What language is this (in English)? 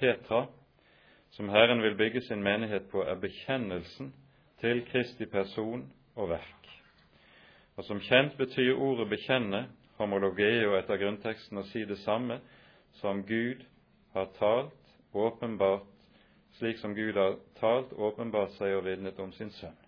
Norwegian